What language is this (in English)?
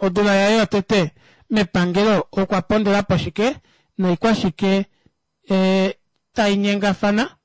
Kuanyama